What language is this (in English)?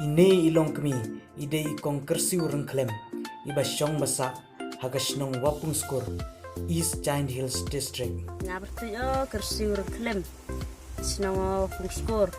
Khasi